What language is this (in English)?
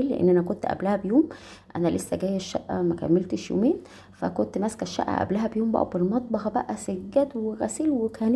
Egyptian Arabic